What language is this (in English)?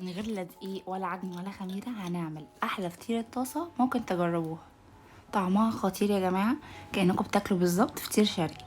Egyptian Arabic